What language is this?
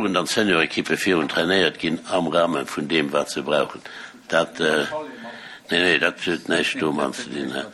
Luxembourgish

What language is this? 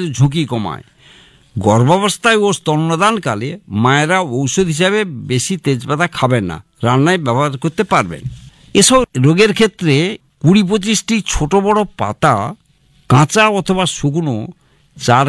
Bangla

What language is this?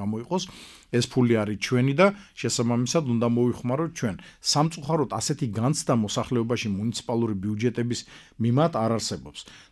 Georgian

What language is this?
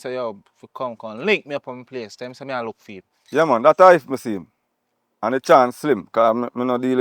Jamaican Creole English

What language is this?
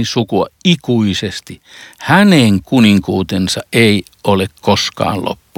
Finnish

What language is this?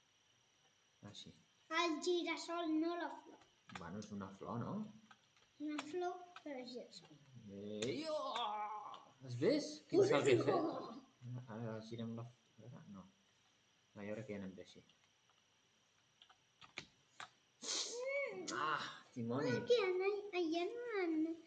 Catalan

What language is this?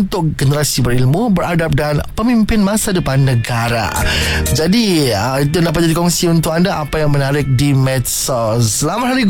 Malay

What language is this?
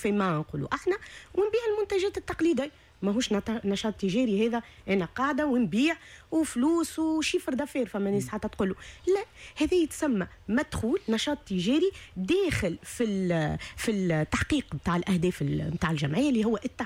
Tunisian Arabic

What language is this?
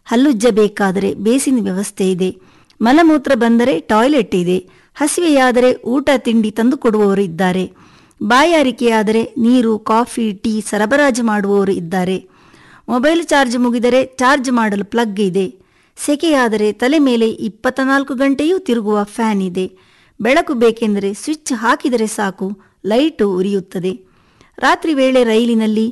Kannada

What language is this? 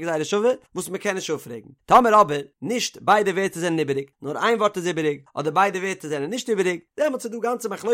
Yiddish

